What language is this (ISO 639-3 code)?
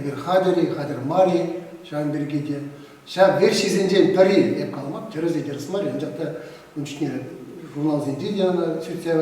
chv